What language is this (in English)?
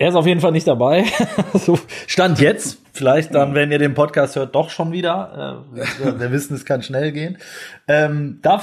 German